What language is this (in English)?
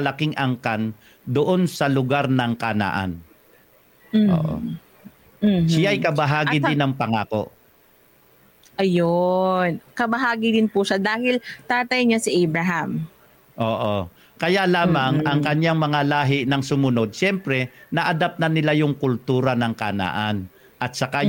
Filipino